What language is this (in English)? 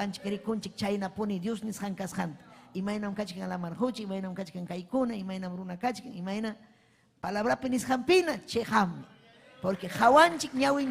Ayacucho Quechua